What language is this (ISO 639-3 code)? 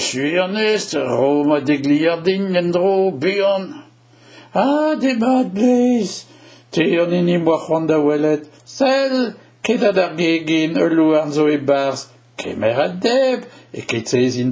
bre